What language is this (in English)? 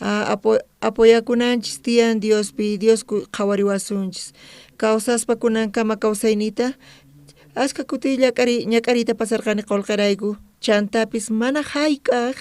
South Bolivian Quechua